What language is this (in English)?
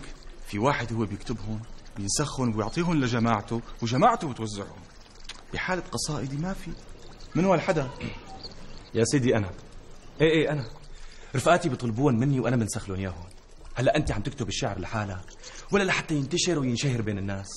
North Levantine Arabic